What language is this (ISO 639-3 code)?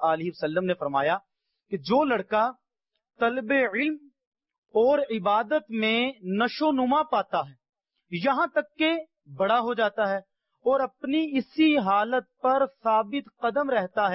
urd